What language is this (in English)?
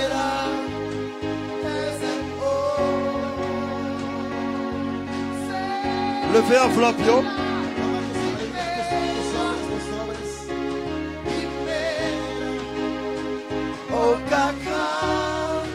French